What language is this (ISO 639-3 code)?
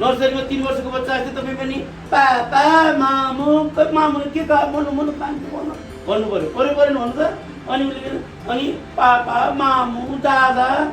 nep